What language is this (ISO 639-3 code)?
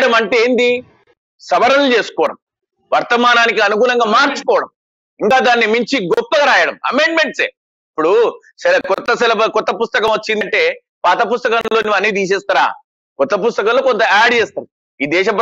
tel